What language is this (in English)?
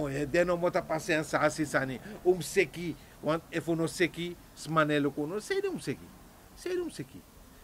Sranan Tongo